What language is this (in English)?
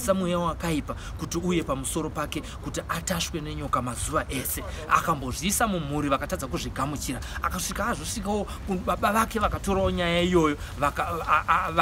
Shona